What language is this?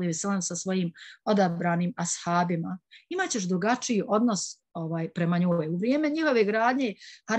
Bosnian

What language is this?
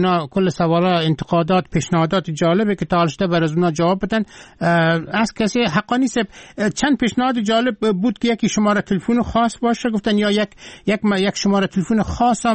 Persian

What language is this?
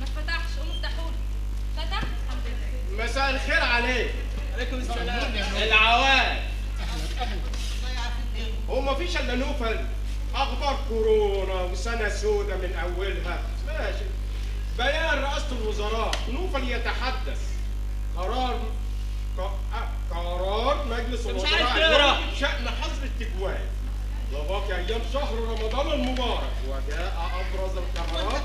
Egyptian Arabic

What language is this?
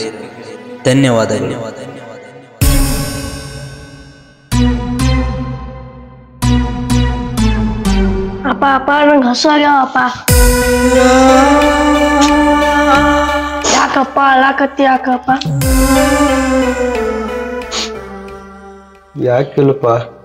Kannada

